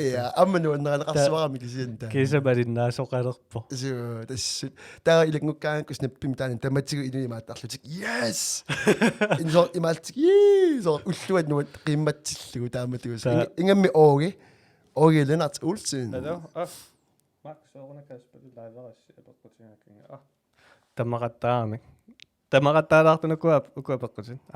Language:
Kalaallisut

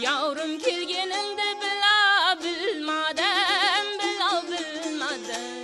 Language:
Kara-Kalpak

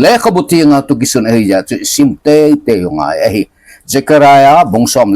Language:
Thado Chin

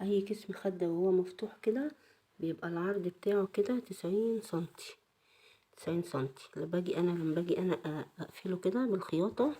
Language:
Egyptian Arabic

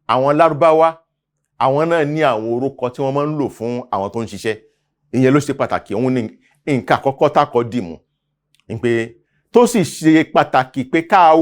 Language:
Yoruba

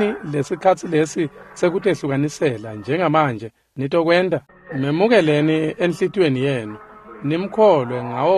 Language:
Swati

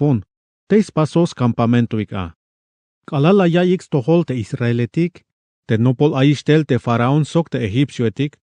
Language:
Tzeltal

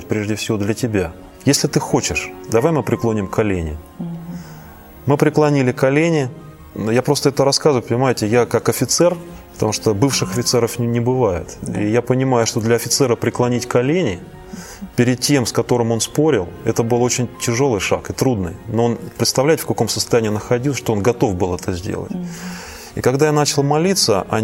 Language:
Russian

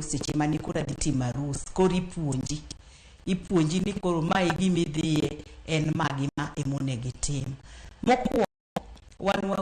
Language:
Luo (Kenya and Tanzania)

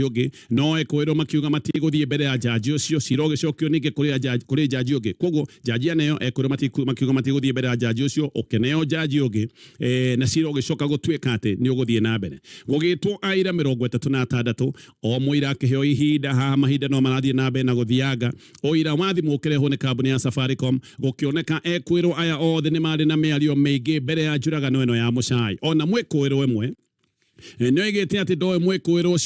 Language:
Kikuyu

